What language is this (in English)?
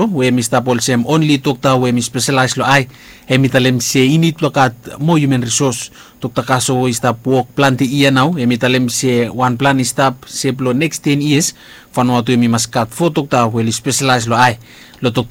Bislama